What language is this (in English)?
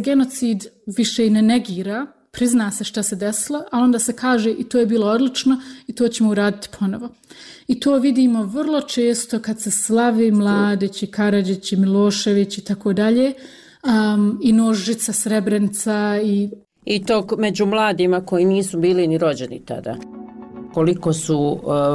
Bosnian